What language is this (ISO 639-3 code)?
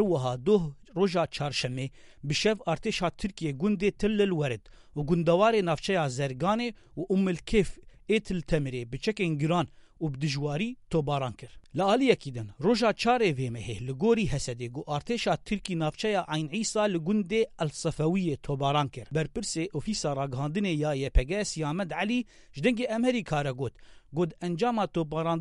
kur